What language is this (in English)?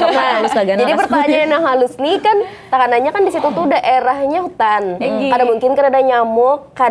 Banjar